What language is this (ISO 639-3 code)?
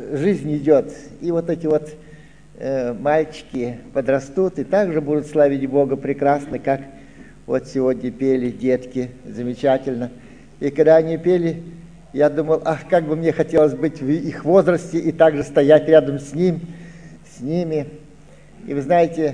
rus